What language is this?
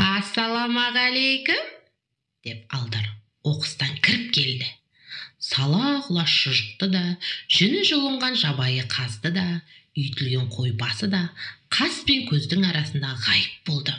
Kazakh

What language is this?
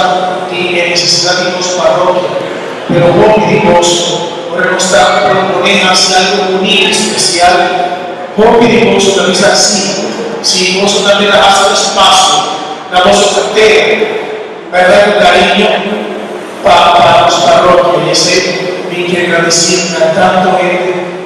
Papiamento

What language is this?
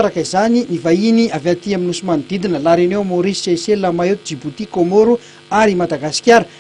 Malagasy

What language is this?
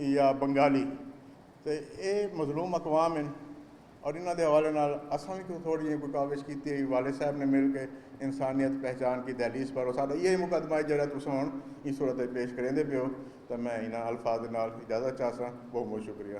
Saraiki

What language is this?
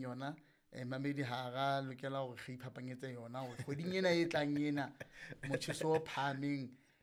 Southern Sotho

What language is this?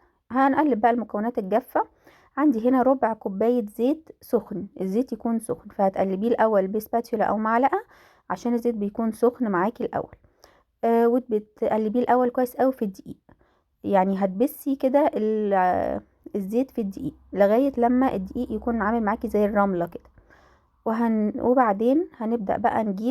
Egyptian Arabic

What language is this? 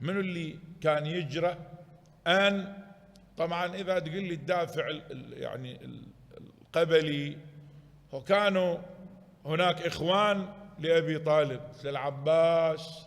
Mesopotamian Arabic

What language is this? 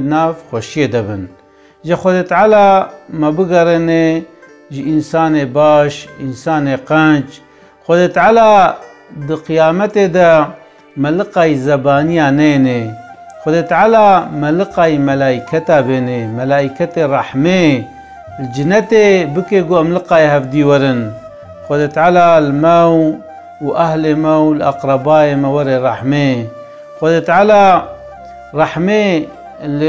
Kurdish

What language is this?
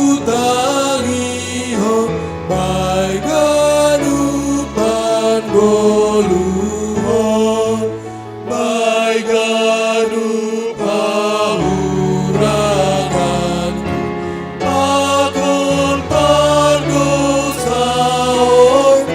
Batak Simalungun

